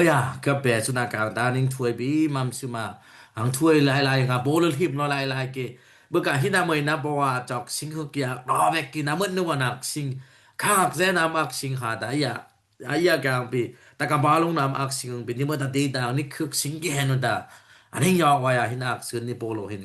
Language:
Dimasa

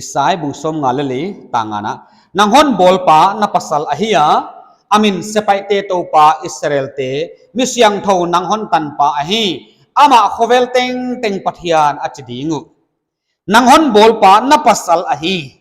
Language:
Paite Chin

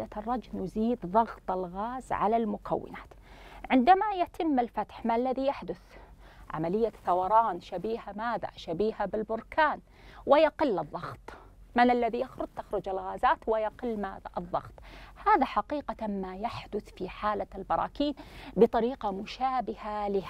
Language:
Arabic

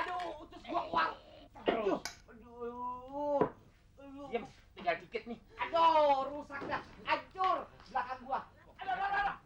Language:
Betawi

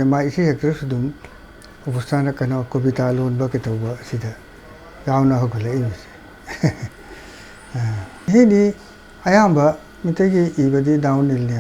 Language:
Manipuri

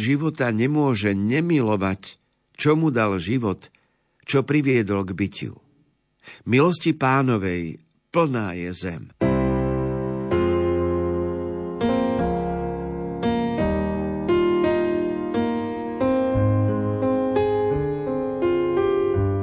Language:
Slovak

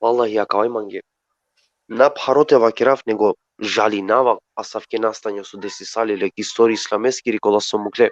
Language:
Balkan Romani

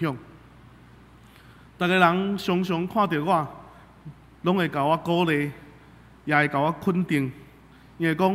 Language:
Min Nan Chinese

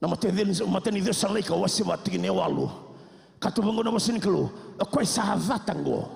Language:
Fijian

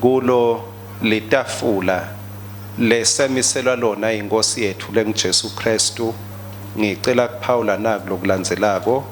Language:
Swati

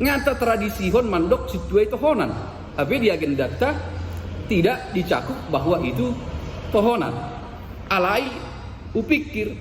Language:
Batak Toba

